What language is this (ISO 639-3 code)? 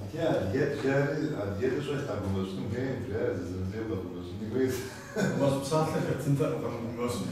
kbd